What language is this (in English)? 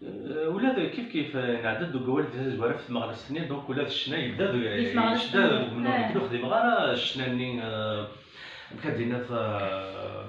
Kabyle